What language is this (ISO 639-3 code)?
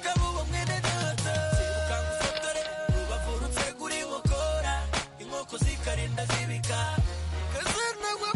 kin